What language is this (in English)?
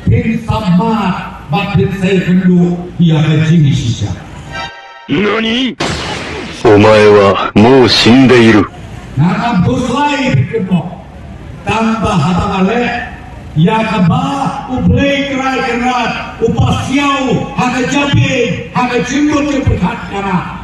Khasi